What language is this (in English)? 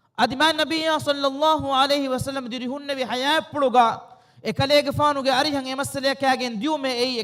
Divehi